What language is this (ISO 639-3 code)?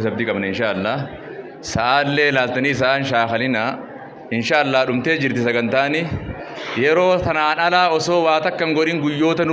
orm